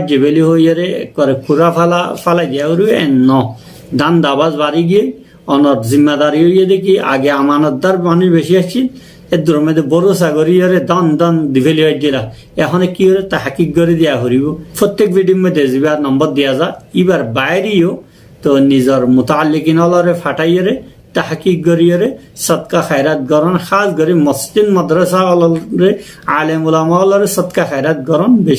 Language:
Rohingya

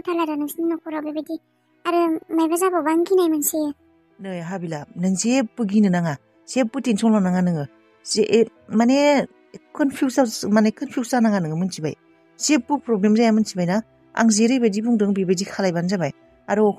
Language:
Bodo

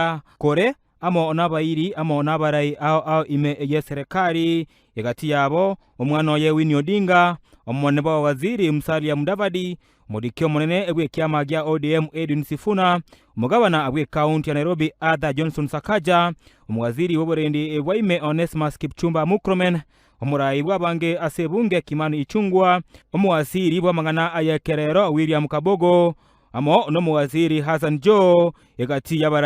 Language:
Gusii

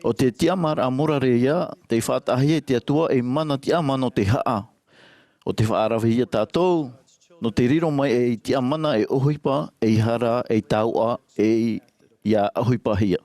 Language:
Tahitian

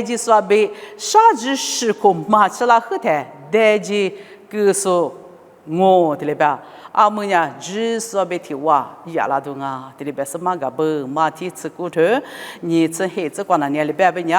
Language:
Lisu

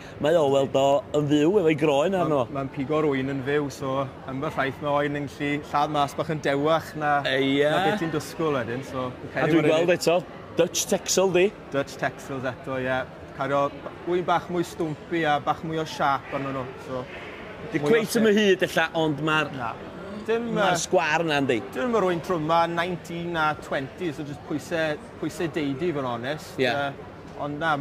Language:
Welsh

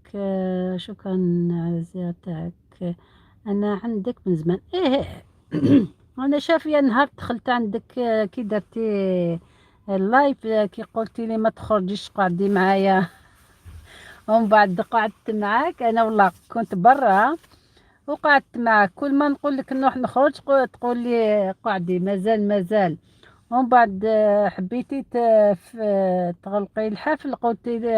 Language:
Algerian Arabic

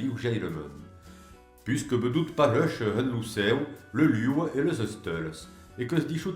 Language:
Occitan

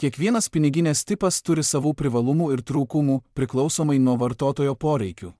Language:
Lithuanian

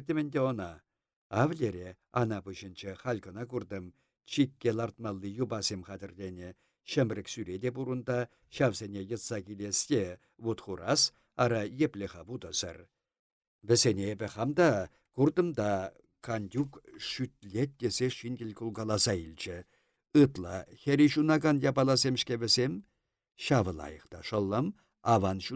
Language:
Chuvash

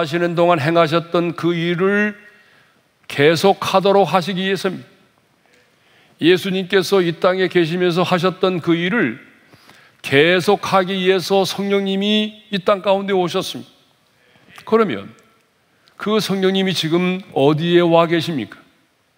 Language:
Korean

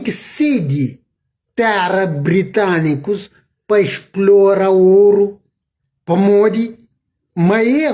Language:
Kabuverdianu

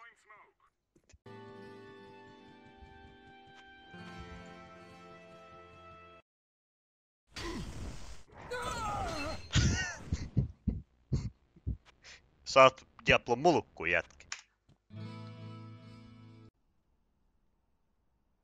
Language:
Finnish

